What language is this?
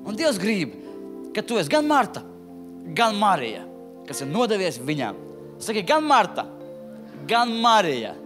Latvian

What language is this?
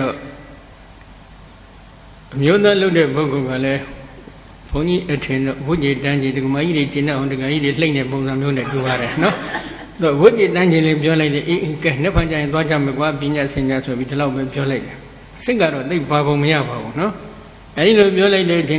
Burmese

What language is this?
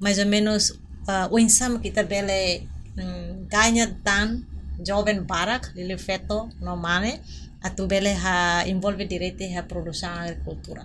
Tetum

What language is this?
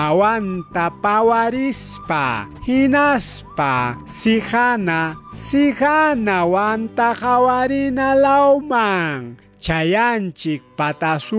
Ayacucho Quechua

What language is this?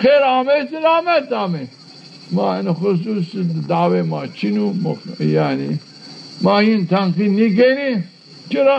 Zaza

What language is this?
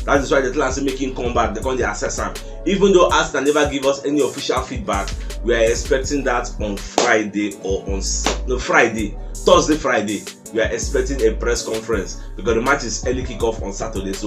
Nigerian Pidgin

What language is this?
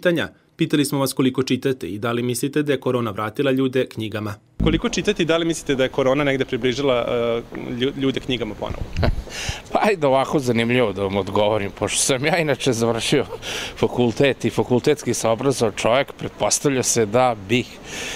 Serbian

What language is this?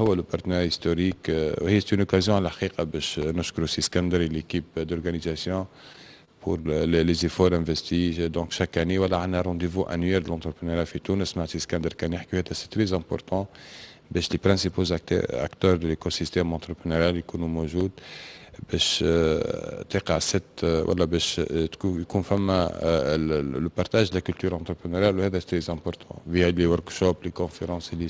Tunisian Arabic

